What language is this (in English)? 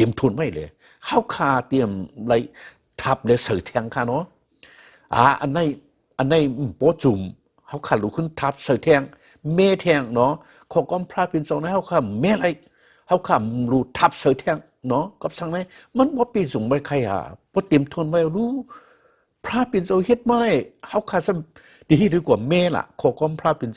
Shan